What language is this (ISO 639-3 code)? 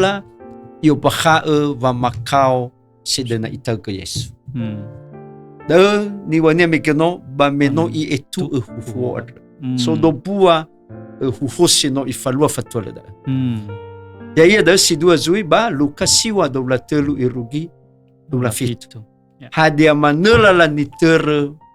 nia